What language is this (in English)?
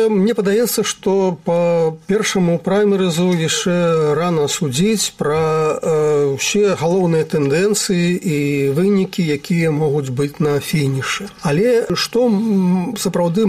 Belarusian